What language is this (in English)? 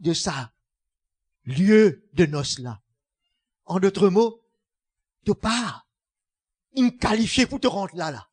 Morisyen